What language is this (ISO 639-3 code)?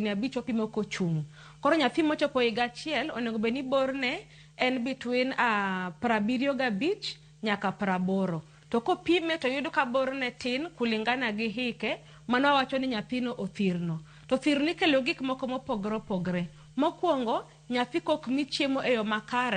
luo